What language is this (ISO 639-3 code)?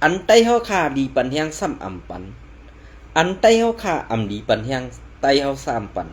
shn